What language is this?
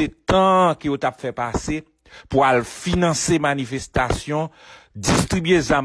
Haitian Creole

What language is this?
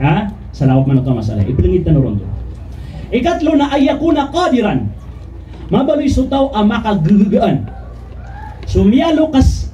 Maranao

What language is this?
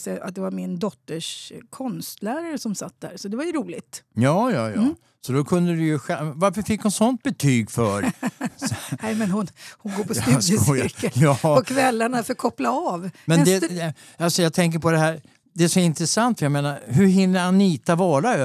Swedish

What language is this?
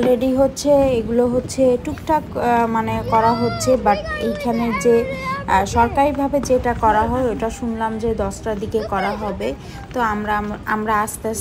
Bangla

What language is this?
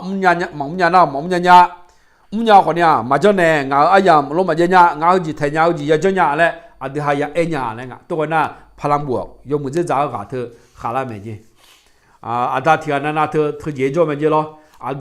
Akha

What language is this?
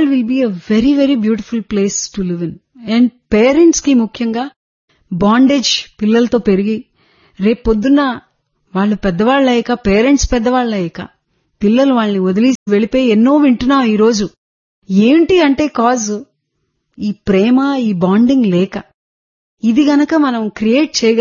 Telugu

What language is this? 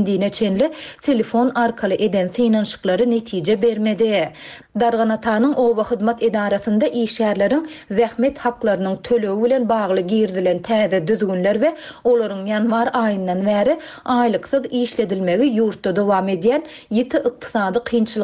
Turkmen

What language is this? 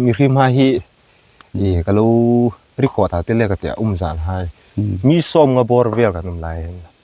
Hmar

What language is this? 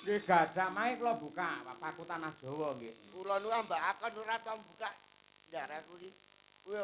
Javanese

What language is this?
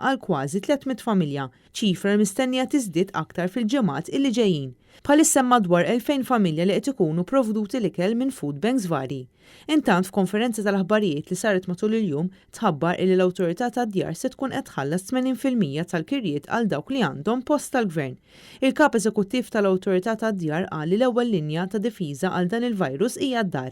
Maltese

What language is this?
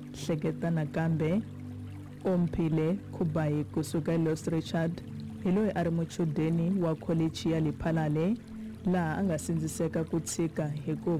Tsonga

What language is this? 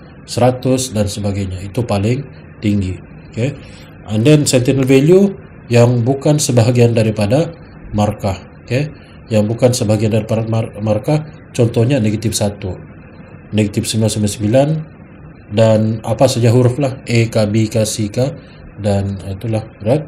Malay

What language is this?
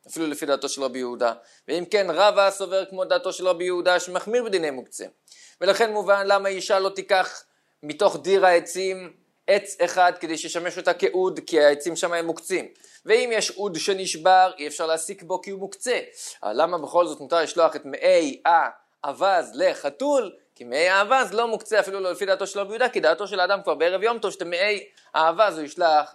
Hebrew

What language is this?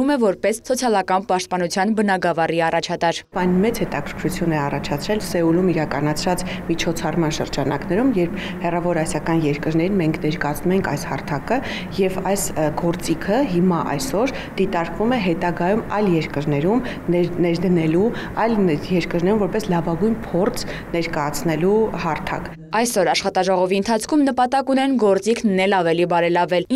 Armenian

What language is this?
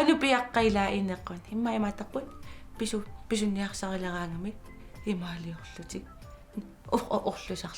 Kalaallisut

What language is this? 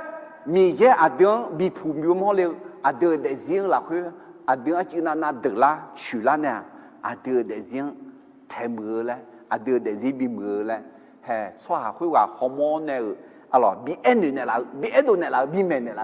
Akha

